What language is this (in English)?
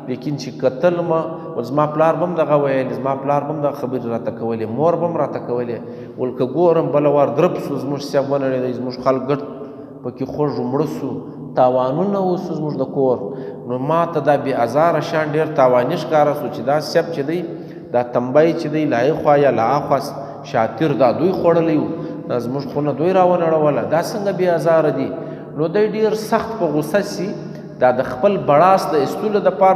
Pashto